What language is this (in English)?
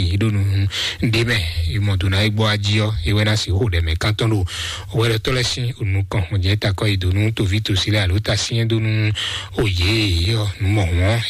Fon